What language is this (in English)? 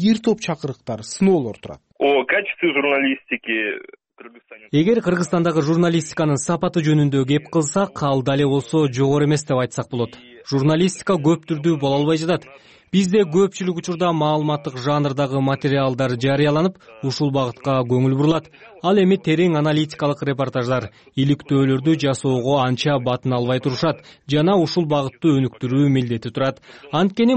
Kyrgyz